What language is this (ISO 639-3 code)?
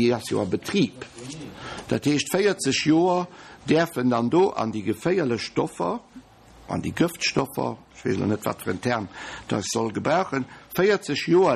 ltz